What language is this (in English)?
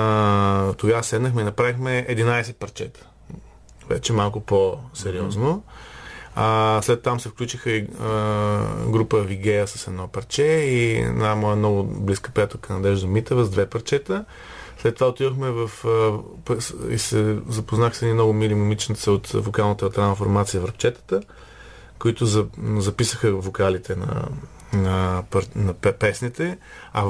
Bulgarian